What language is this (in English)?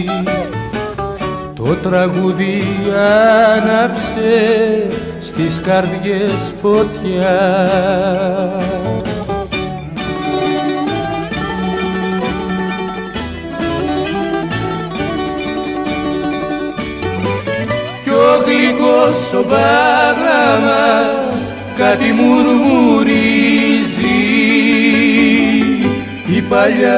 Greek